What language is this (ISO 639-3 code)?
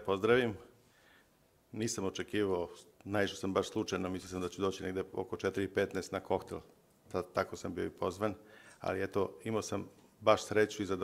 srp